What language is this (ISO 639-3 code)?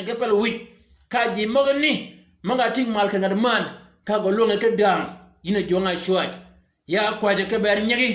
shk